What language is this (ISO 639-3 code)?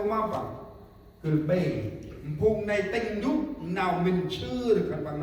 cmo